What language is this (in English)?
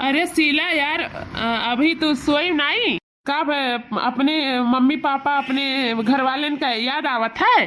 Awadhi